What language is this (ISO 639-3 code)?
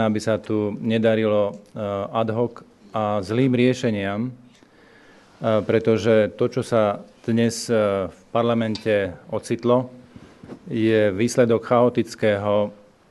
slk